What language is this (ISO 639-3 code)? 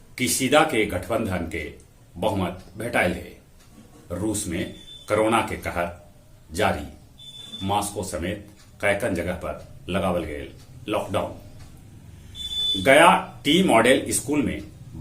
mag